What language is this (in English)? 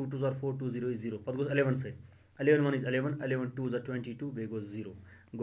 Kashmiri